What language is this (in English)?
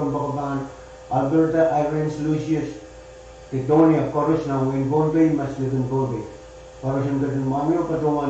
Pohnpeian